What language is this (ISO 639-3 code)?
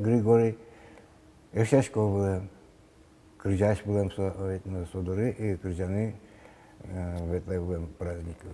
udm